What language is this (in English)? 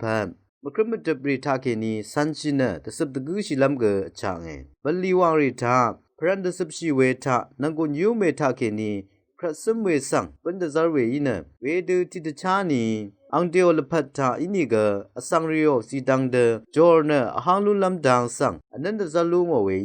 Rawang